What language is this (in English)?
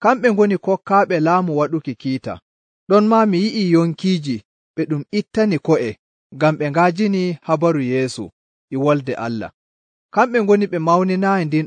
Nigerian Fulfulde